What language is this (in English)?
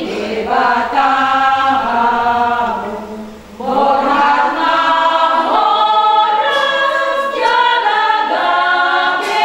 Batak Toba